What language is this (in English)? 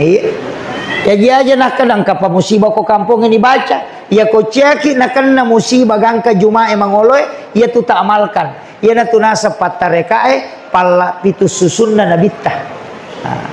Buginese